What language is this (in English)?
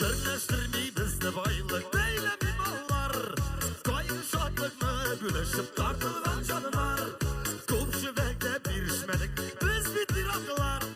Bashkir